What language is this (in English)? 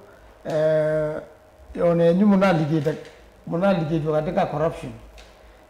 Kamba